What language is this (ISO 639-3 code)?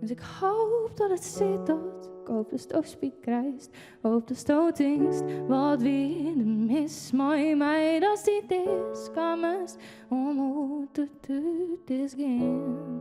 fry